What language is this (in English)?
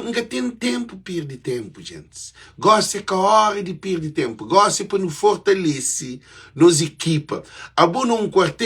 Kabuverdianu